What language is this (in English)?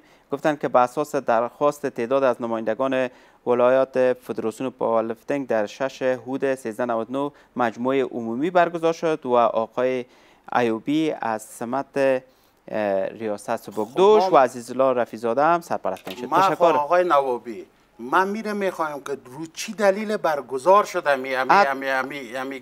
Persian